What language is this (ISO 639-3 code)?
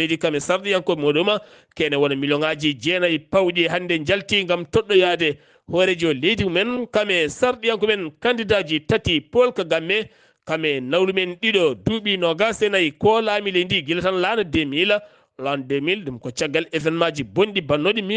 ful